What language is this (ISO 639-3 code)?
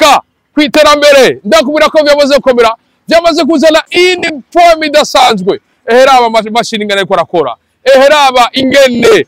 run